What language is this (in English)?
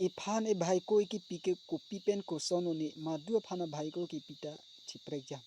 Karbi